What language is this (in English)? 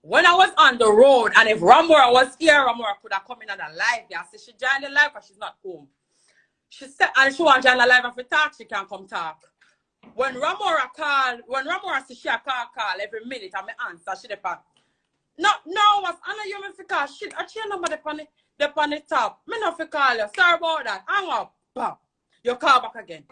Jamaican Creole English